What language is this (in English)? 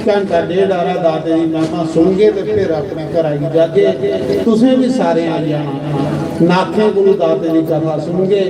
Dogri